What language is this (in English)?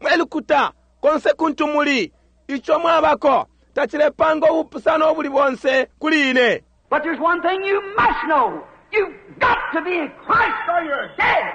Bemba